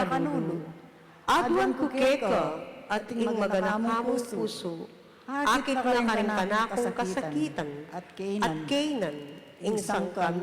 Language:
Pampanga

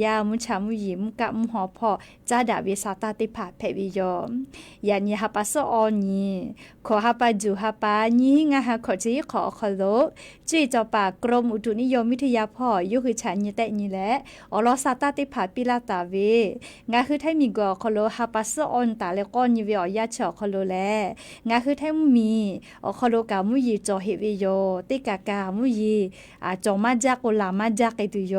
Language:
Lahu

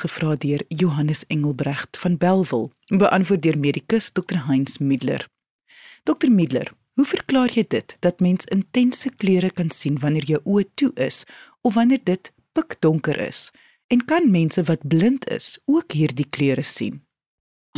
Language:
Afrikaans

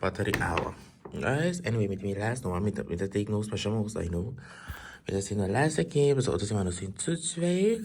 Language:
Papiamento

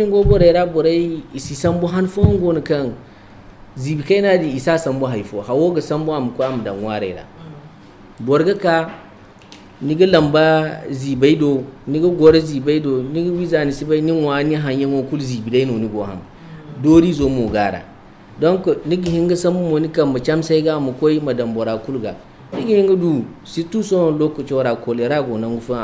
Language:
Zarma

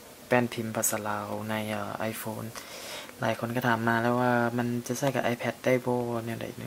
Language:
Lao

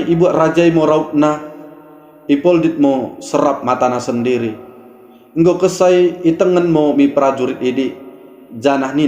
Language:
Batak Dairi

